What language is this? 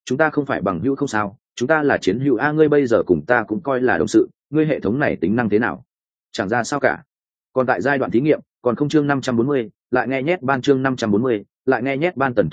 Vietnamese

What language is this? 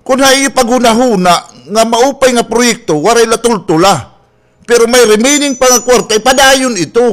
Waray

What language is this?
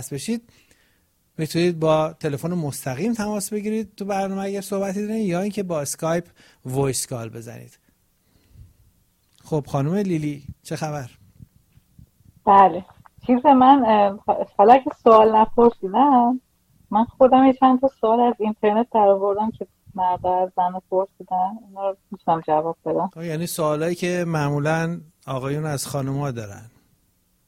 Persian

